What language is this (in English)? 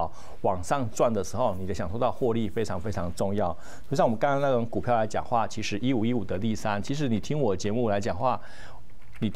Chinese